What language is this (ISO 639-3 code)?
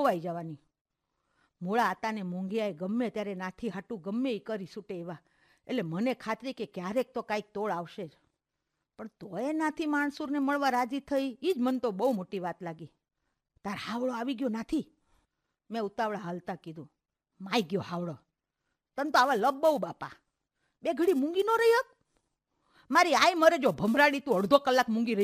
guj